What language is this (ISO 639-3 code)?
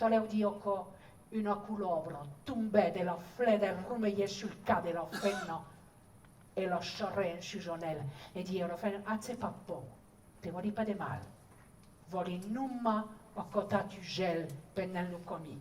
oci